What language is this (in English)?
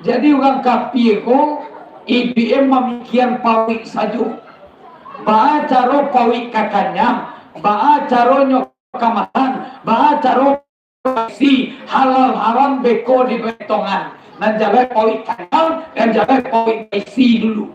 Minangkabau